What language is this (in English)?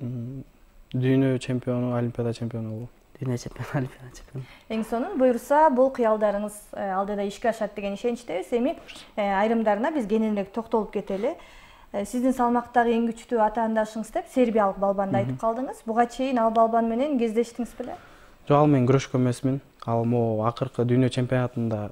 Kyrgyz